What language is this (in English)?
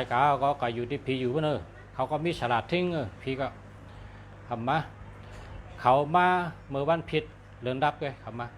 Shan